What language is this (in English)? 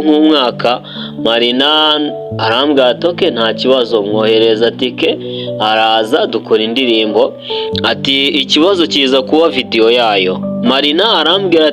Kinyarwanda